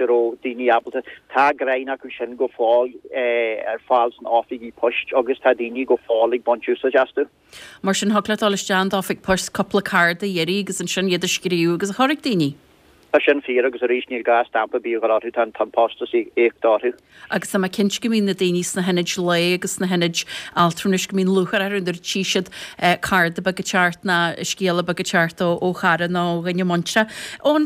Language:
Irish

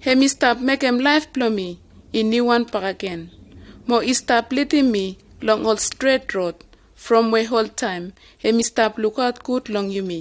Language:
Bislama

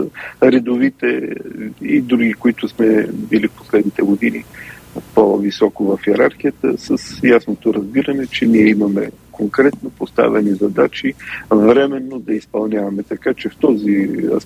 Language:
Bulgarian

